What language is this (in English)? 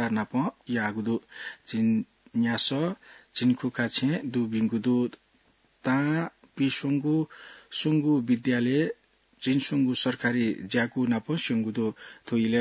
Newari